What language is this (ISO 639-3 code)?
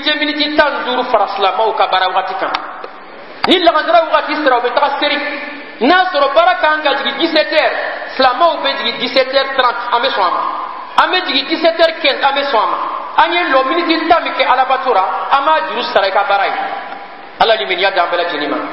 bam